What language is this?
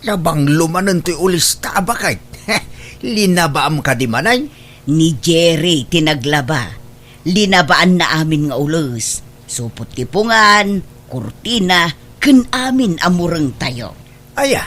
Iloko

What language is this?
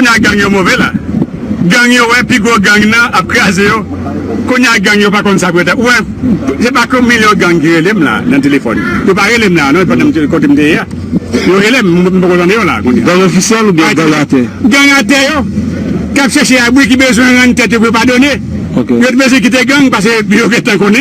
Haitian Creole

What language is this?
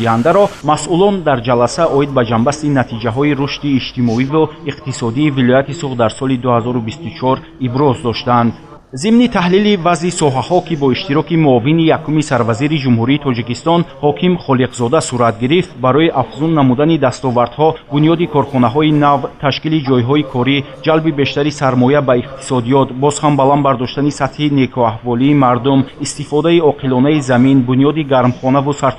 Tajik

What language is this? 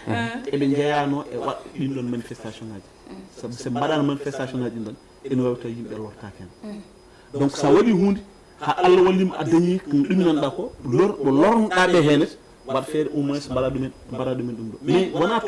Fula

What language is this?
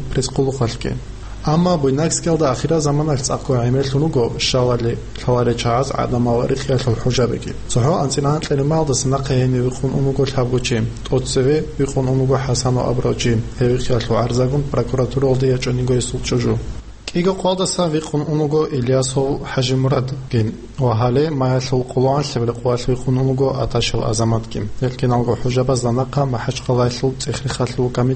Avaric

